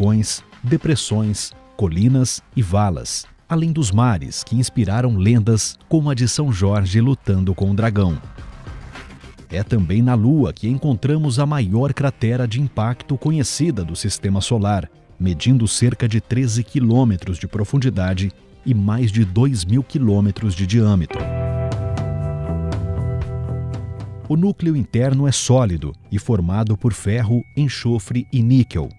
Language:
Portuguese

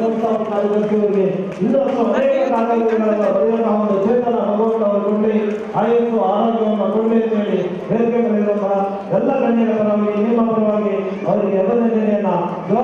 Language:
Kannada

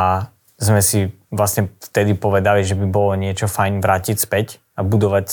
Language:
Slovak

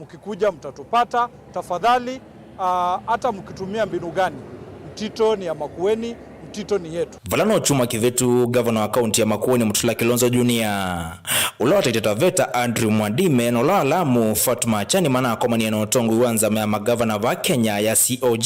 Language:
Kamba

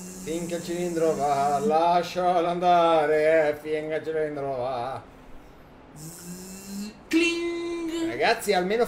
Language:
Italian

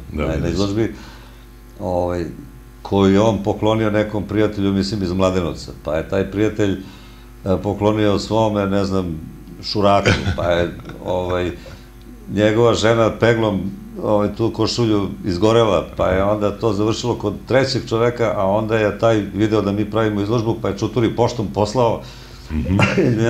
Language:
Serbian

